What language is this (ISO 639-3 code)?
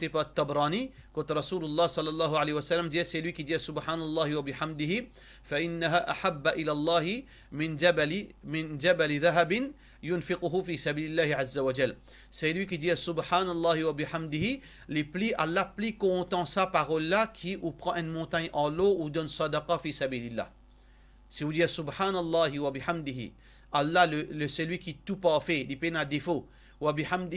mfe